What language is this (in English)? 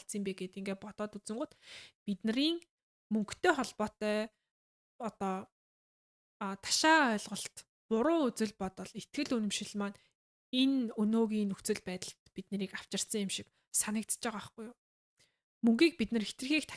Mongolian